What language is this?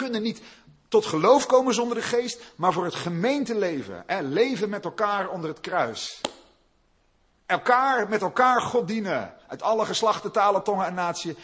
Dutch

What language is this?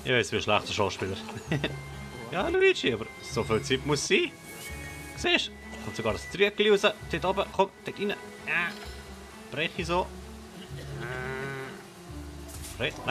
Swiss German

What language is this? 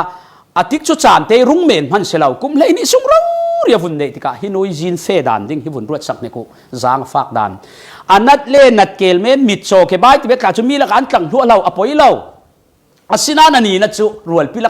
Falam Chin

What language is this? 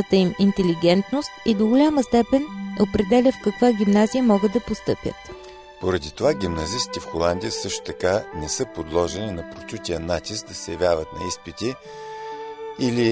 Bulgarian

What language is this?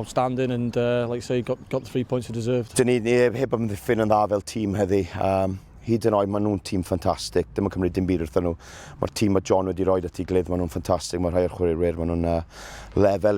Welsh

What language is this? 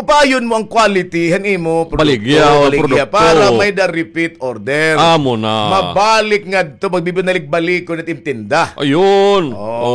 Waray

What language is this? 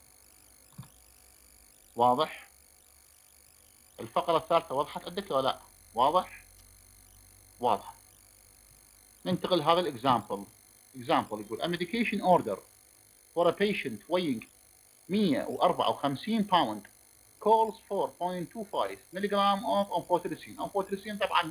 Mesopotamian Arabic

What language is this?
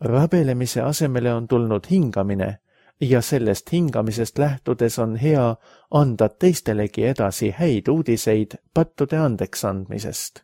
Estonian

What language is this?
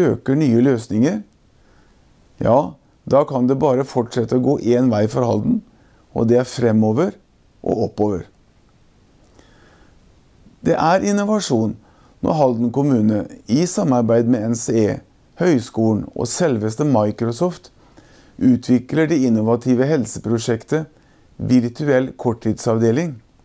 Norwegian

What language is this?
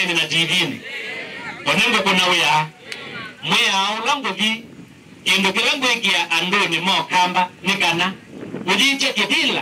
Kamba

